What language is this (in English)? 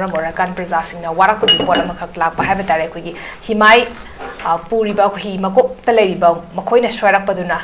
Manipuri